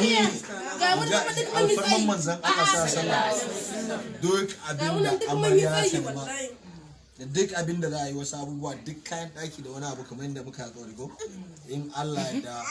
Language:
Hausa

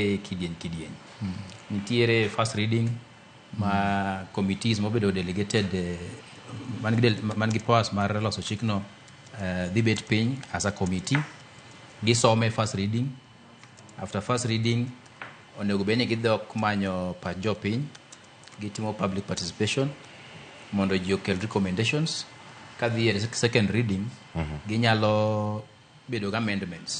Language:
Luo (Kenya and Tanzania)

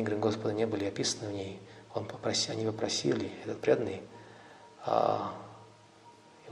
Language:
Russian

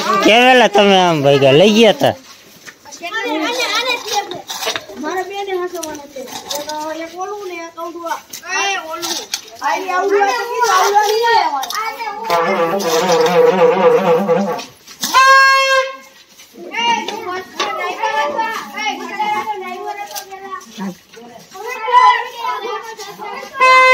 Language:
Gujarati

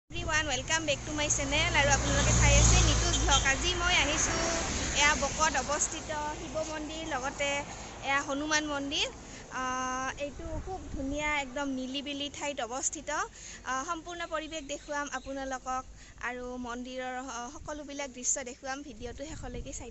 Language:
Assamese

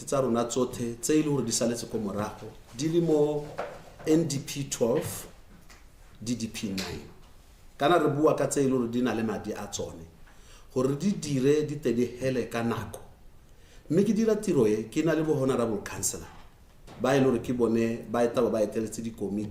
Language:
Tswana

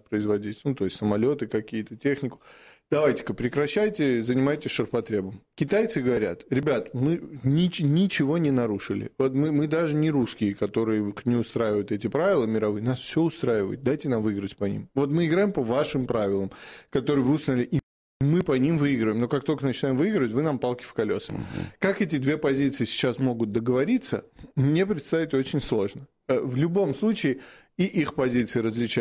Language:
Russian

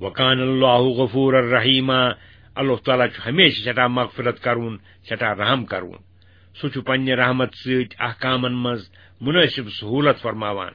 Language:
Kashmiri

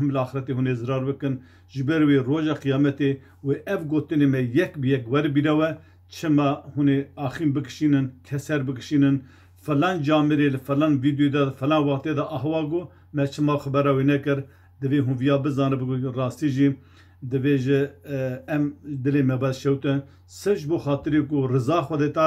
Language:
Kurdish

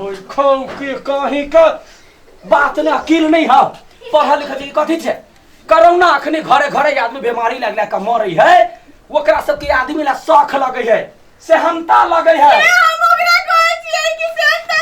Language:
Maithili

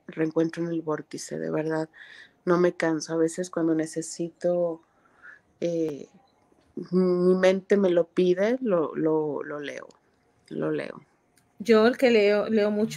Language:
Spanish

